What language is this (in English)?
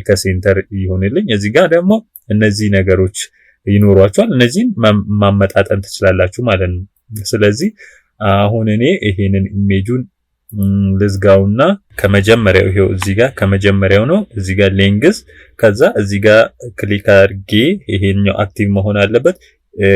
Amharic